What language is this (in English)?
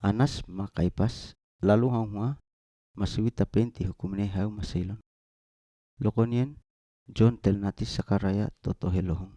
Seimat